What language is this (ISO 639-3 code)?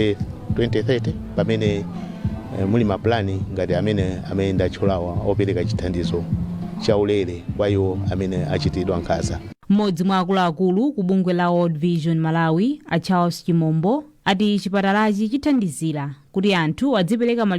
nya